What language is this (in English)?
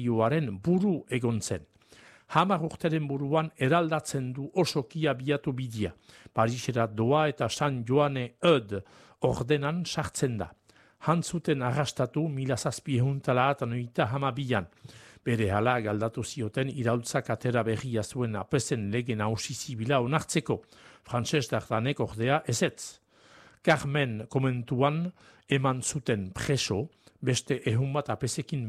Basque